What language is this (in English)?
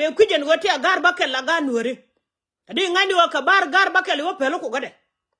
Nuer